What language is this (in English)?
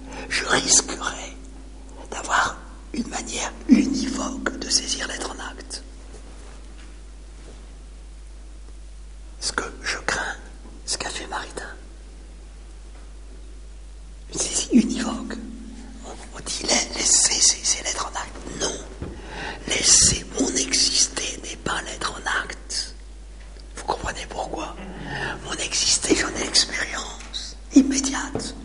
French